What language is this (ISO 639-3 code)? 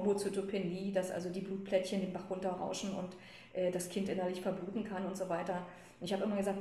deu